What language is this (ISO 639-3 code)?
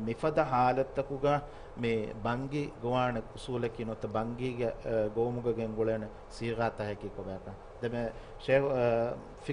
div